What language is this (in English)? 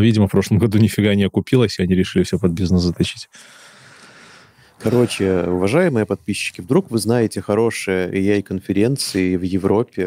Russian